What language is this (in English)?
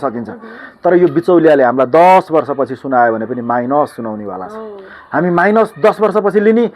Nepali